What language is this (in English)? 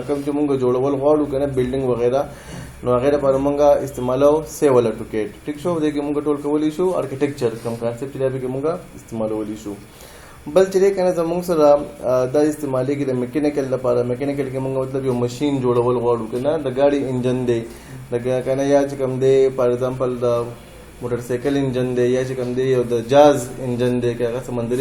Pashto